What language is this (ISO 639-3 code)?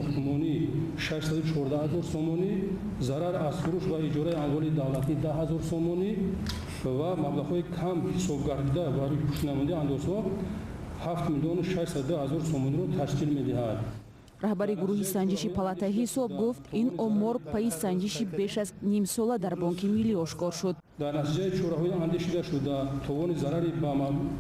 tgk